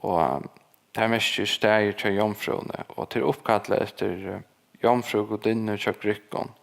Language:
Faroese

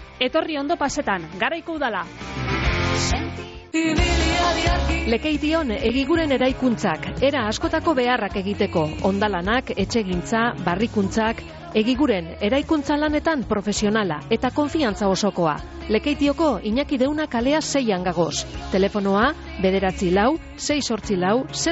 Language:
Basque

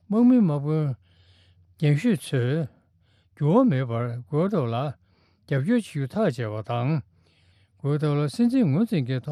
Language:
Tibetan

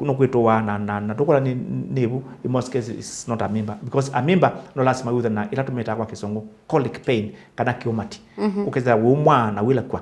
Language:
Kamba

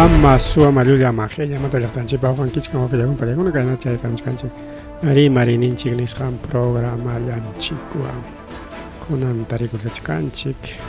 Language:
Ayacucho Quechua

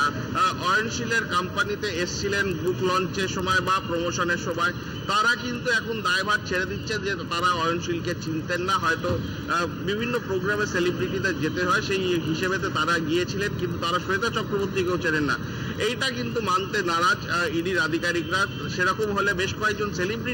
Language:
Bangla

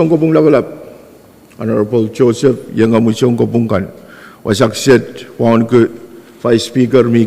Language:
Pohnpeian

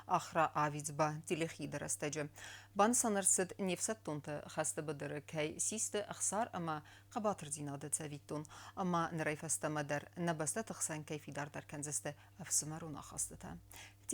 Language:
Ossetic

